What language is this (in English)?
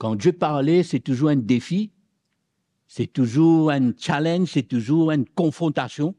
Morisyen